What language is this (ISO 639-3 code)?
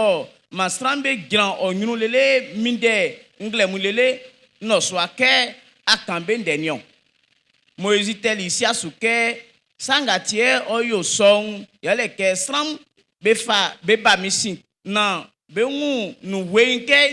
bci